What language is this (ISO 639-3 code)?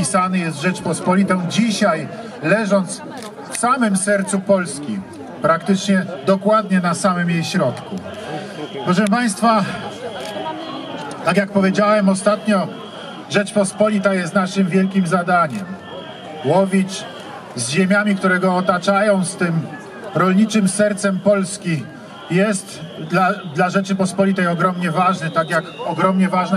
pol